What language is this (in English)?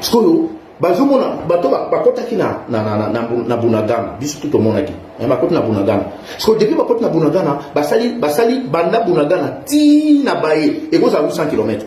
Lingala